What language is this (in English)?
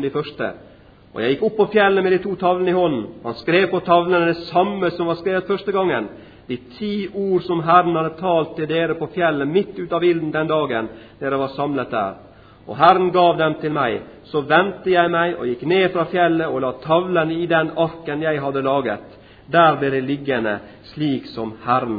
Norwegian